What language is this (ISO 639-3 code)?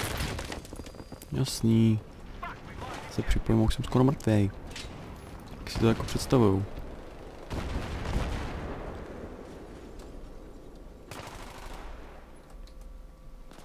ces